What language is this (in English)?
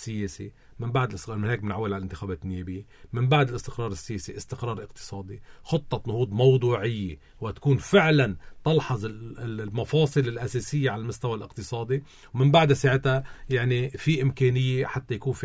North Levantine Arabic